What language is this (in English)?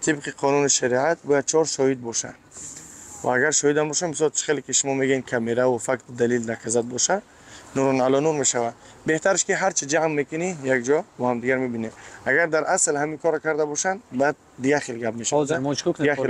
Tajik